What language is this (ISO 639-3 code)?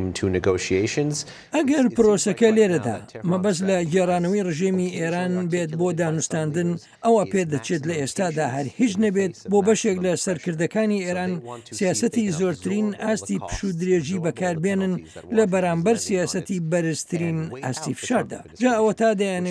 ckb